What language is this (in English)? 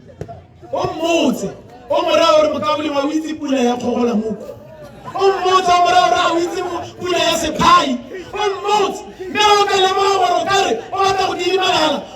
Tswana